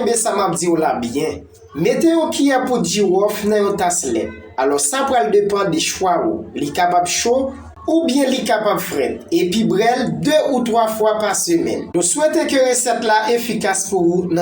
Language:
Haitian Creole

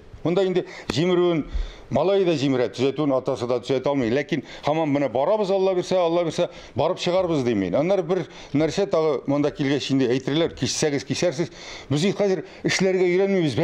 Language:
Tatar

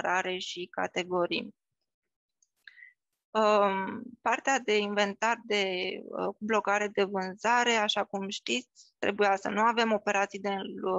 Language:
Romanian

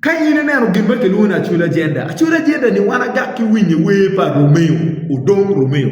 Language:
Acoli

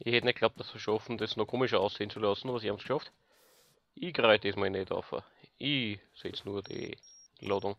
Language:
Bavarian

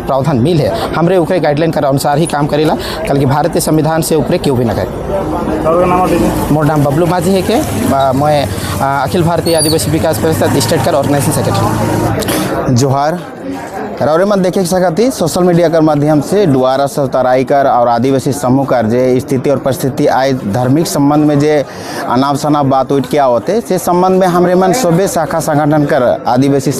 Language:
Sadri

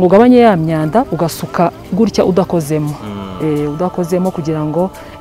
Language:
Kinyarwanda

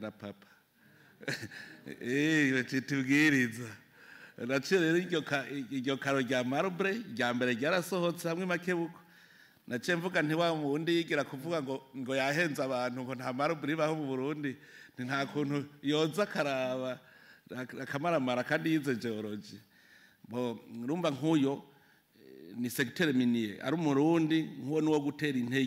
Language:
Rundi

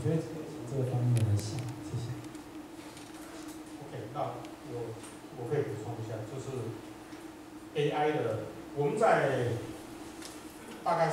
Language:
Chinese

